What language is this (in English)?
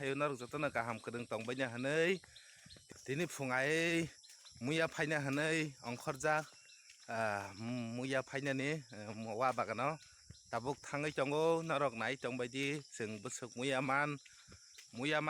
Kok Borok